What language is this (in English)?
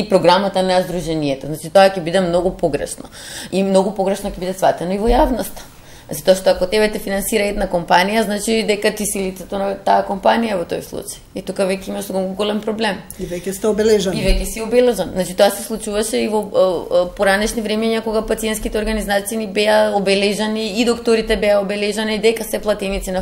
Macedonian